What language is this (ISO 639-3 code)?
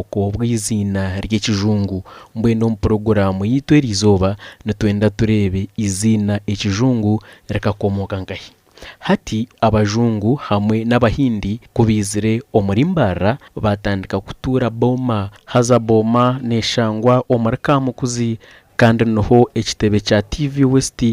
nyn